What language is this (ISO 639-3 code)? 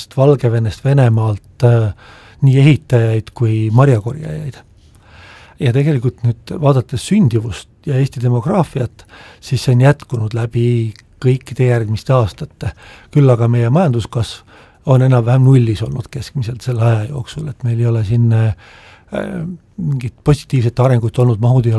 est